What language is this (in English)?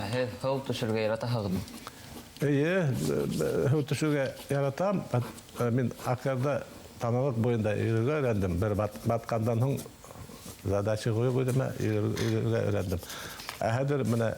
Bashkir